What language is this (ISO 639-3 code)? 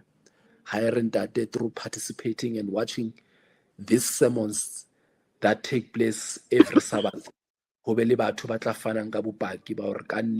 sot